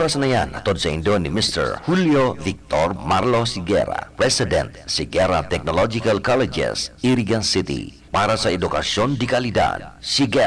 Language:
Bikol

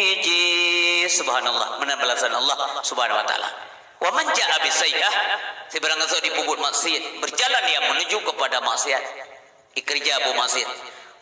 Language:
Achinese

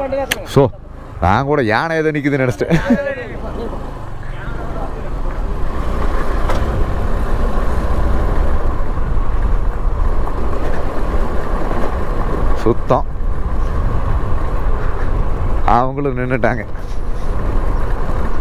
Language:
Tamil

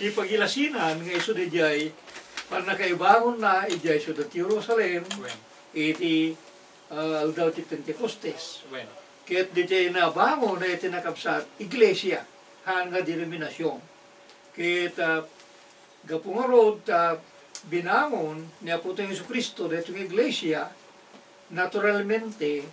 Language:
Iloko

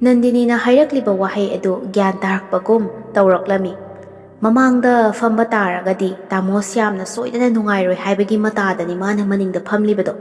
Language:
Manipuri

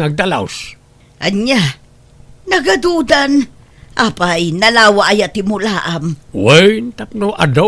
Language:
Iloko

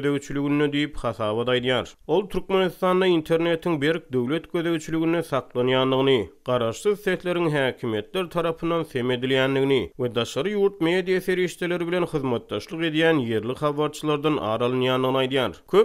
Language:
Turkmen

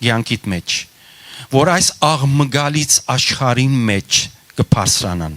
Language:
Western Armenian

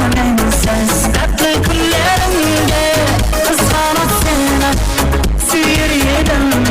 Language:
Kara-Kalpak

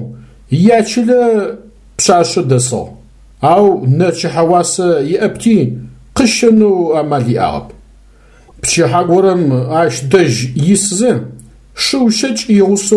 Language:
Adyghe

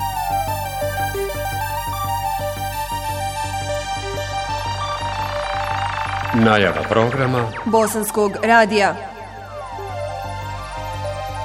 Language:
Bosnian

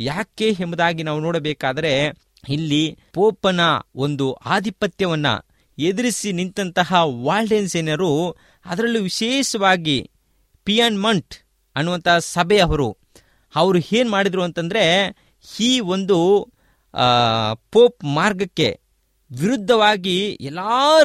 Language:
Kannada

